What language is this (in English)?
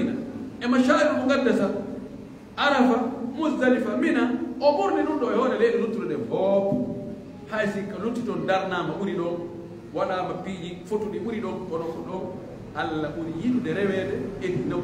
Pular